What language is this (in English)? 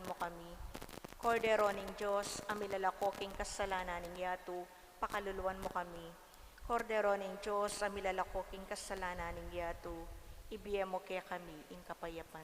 Pampanga